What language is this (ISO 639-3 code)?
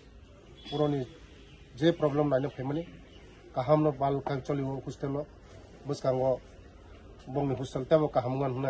trp